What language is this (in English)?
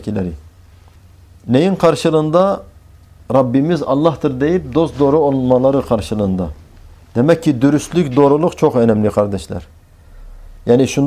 Turkish